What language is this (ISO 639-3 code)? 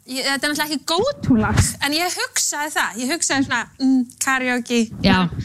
isl